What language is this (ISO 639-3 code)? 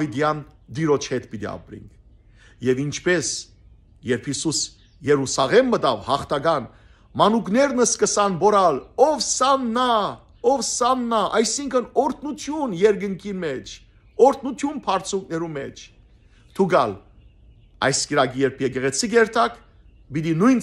hyw